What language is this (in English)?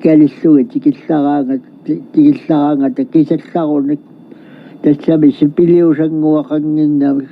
Kalaallisut